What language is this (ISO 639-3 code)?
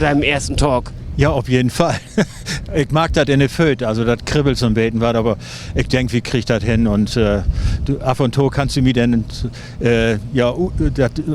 nds